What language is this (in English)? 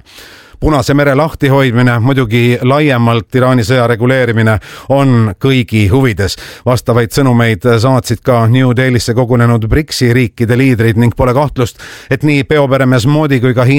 Estonian